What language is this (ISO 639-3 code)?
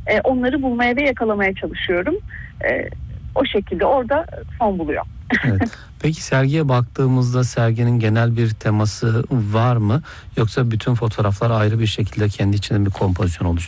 tur